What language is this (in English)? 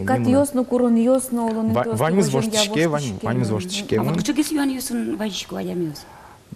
Udmurt